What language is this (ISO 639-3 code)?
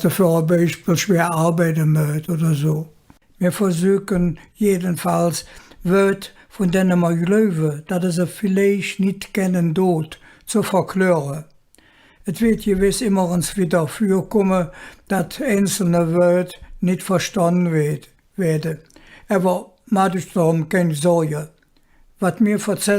ksh